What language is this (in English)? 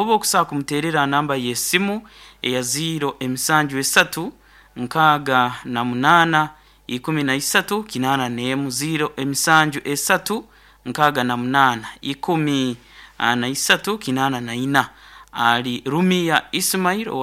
Nyoro